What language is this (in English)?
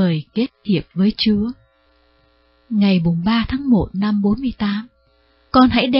Vietnamese